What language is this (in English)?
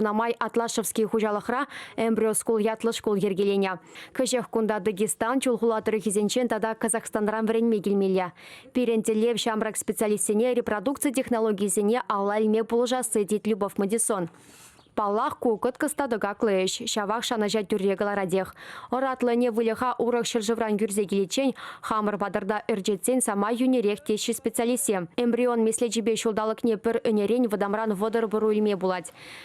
Chuvash